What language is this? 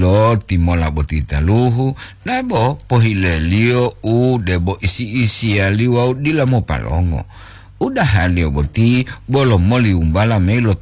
Gorontalo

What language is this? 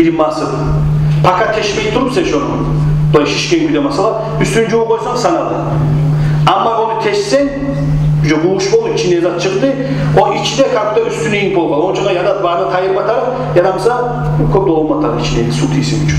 Kumyk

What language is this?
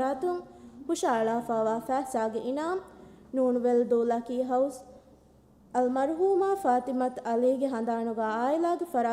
Divehi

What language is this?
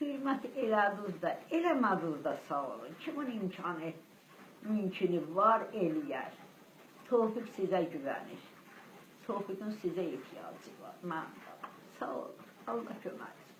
Azerbaijani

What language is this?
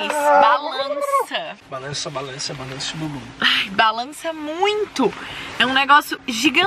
Portuguese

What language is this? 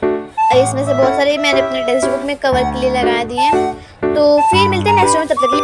Hindi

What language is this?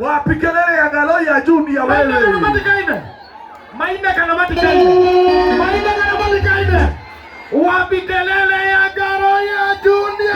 Kikuyu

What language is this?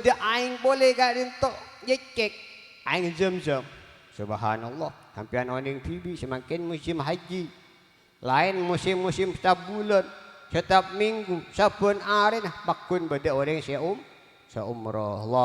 Madurese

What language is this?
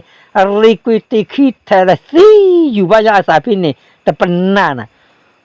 S'gaw Karen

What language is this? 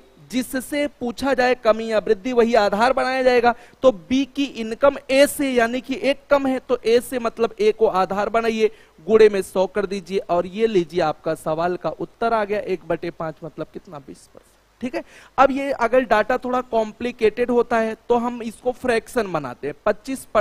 Hindi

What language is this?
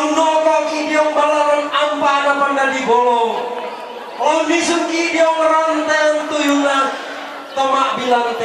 Toraja-Sa'dan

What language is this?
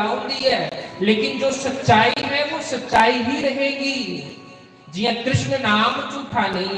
Dogri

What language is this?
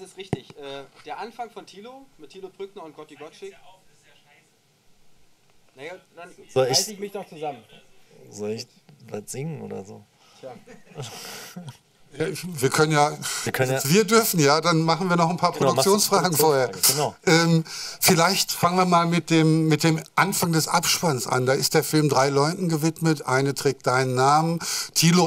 German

